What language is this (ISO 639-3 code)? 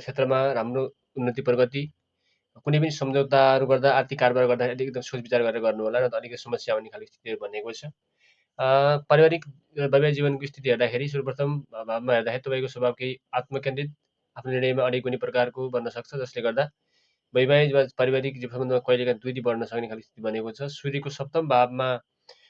nep